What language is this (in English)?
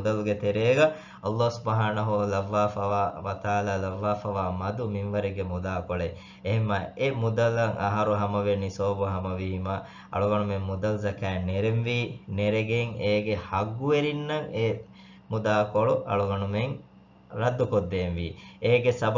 Divehi